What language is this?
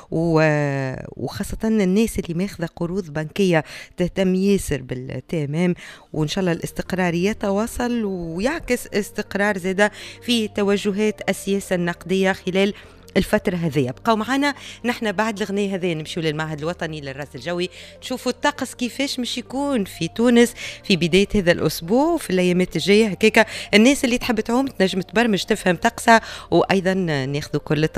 Tunisian Arabic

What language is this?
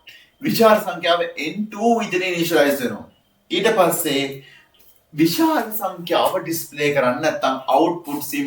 Sinhala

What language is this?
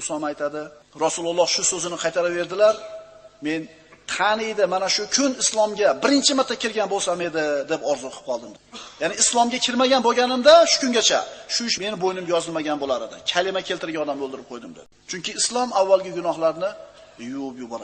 Uzbek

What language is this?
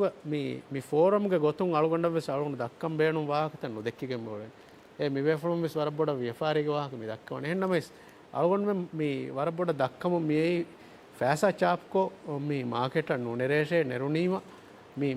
Divehi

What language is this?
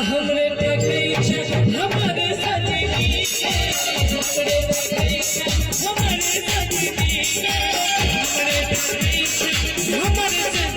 Maithili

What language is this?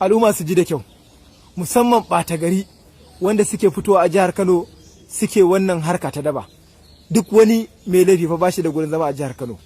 Hausa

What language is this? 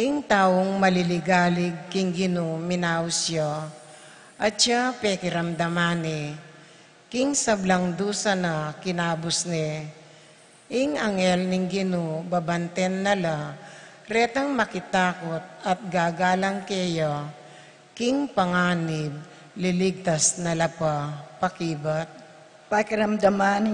Pampanga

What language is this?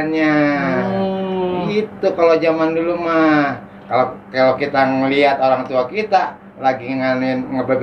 Betawi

